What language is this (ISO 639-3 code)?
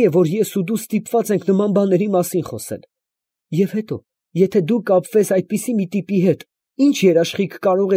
hye